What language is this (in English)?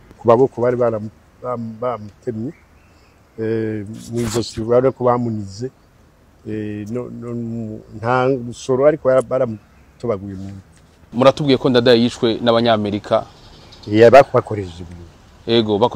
Rundi